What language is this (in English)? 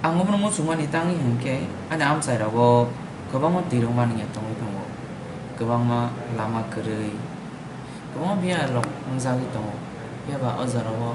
Kok Borok